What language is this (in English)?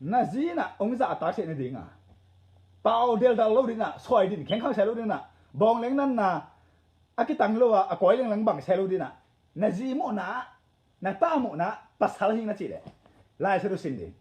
Tedim Chin